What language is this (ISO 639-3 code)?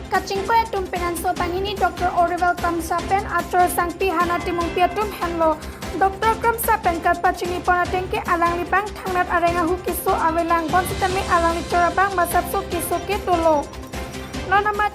mjw